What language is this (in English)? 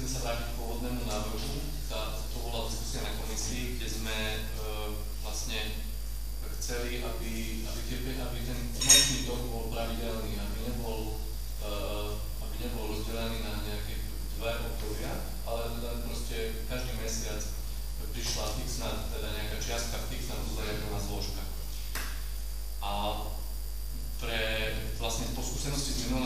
Slovak